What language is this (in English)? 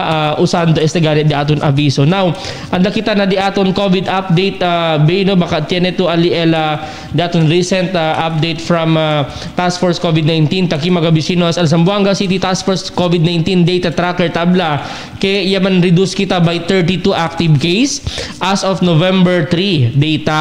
Chavacano